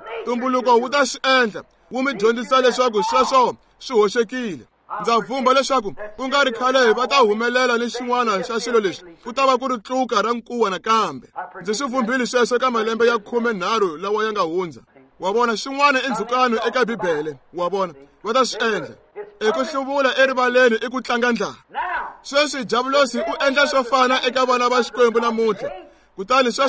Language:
Tsonga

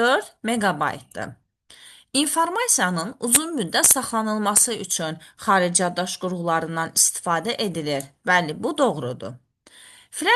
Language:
Azerbaijani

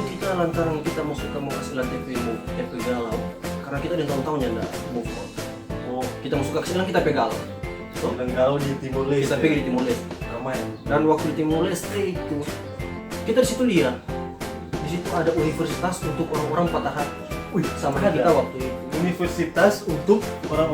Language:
Manado Malay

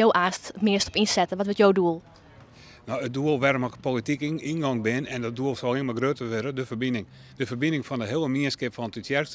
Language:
Western Frisian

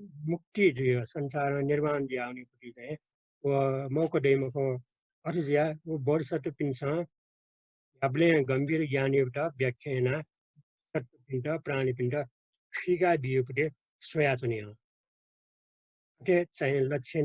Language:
Newari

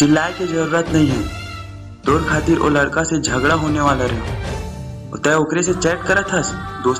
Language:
Chhattisgarhi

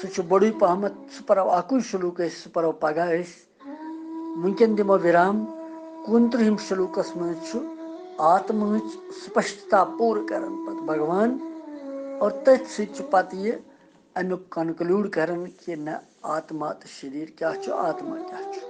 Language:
Kashmiri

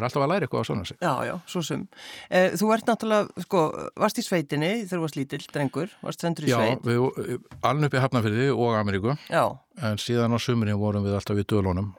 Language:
Icelandic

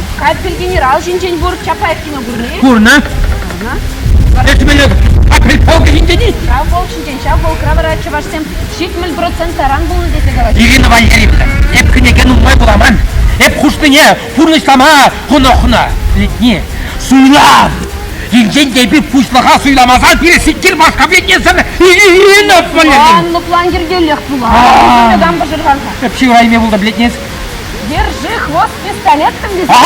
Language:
Chuvash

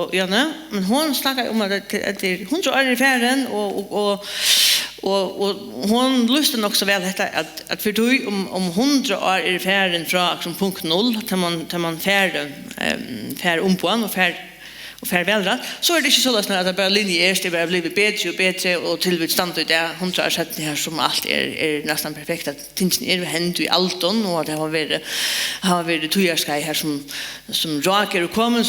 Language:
Faroese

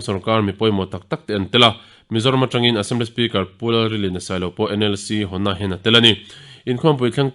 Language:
Mizo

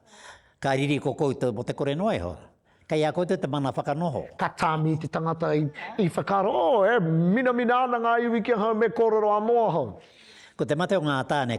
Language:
Māori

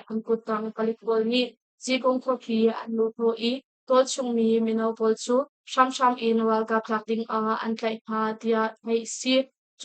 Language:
Hakha Chin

